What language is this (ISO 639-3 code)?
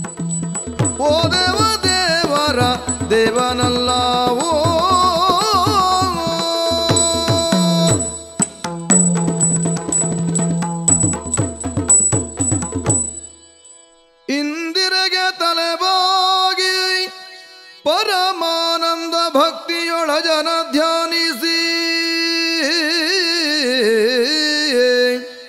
kan